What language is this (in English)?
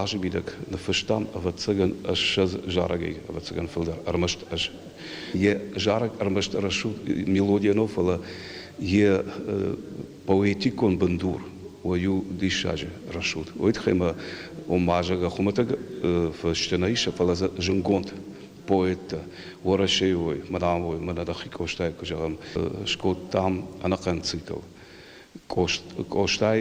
Ossetic